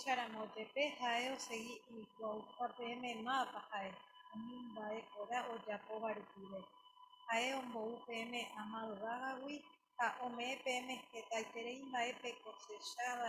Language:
Guarani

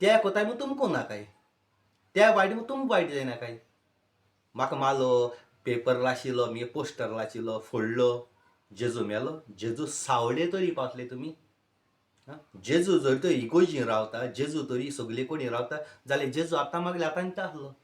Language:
Konkani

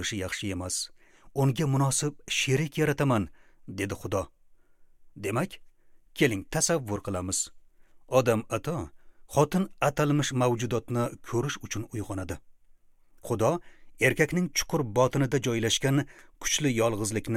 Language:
Uzbek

